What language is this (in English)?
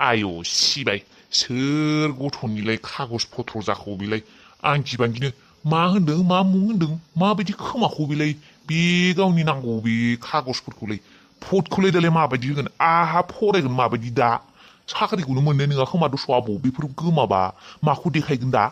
Bodo